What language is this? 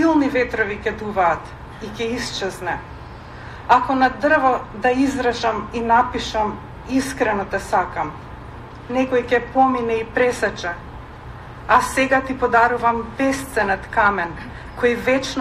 Macedonian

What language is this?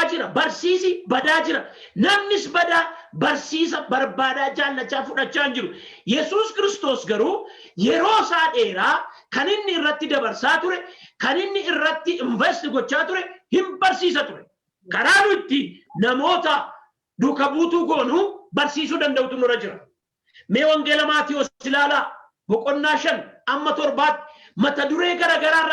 Oromo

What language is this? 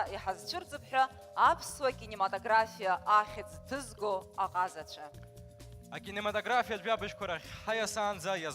Abkhazian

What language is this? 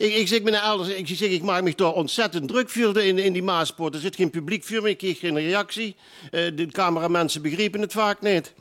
Limburgish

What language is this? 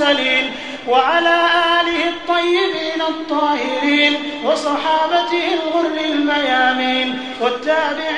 Adamawa Fulfulde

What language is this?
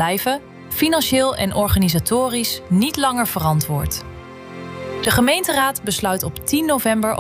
Dutch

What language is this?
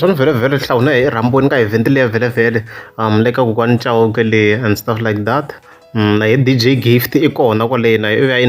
Tsonga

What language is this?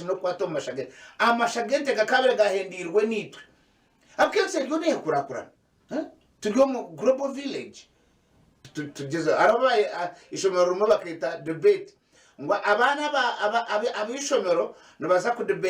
Nyankole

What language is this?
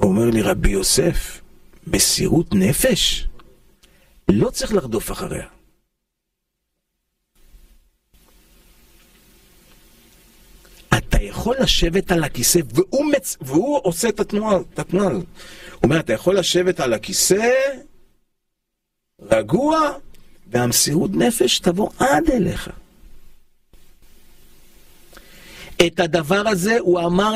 Hebrew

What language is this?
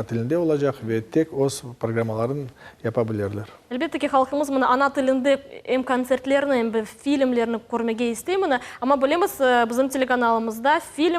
Crimean Tatar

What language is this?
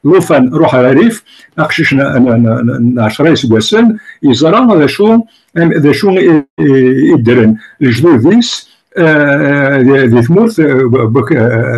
Kabyle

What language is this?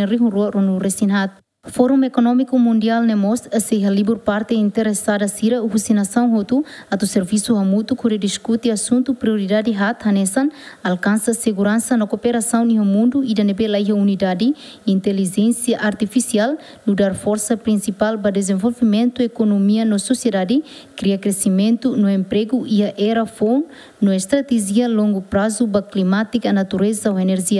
Tetum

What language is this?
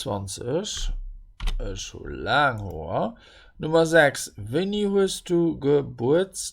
Luxembourgish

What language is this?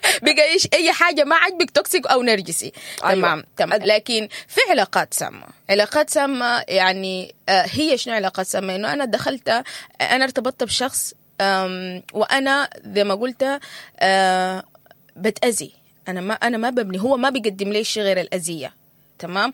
Sudanese Arabic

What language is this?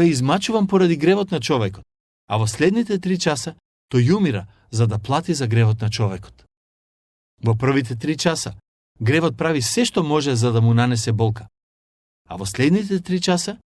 Macedonian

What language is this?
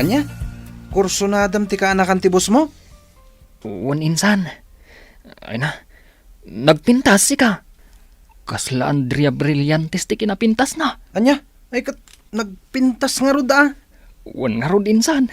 Iloko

